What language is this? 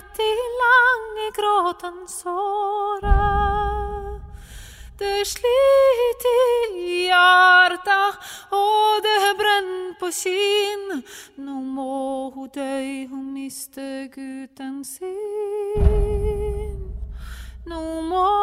Norwegian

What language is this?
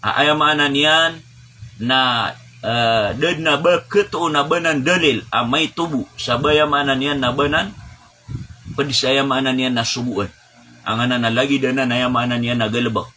Maranao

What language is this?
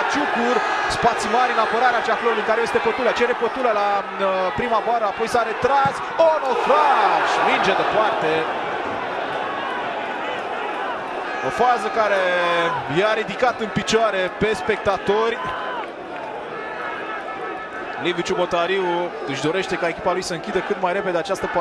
Romanian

